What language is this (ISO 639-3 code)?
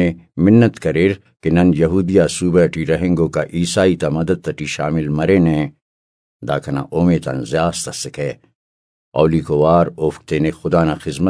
brh